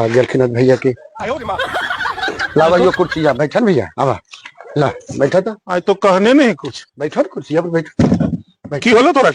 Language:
Magahi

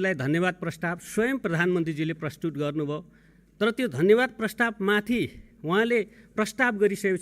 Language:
Nepali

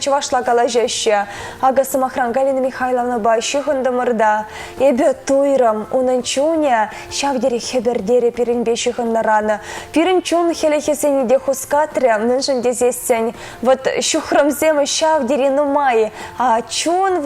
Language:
Chuvash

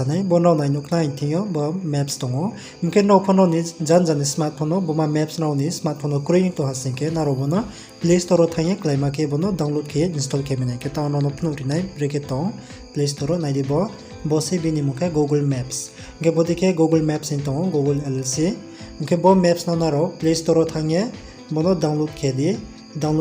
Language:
Riang (India)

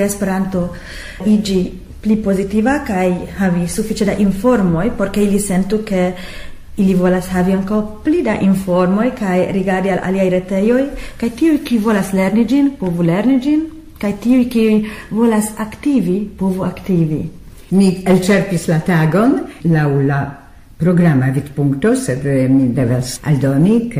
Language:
Esperanto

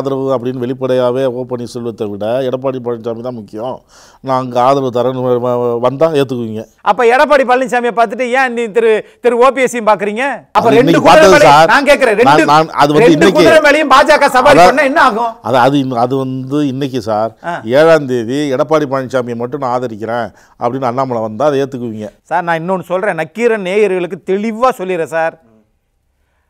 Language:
Tamil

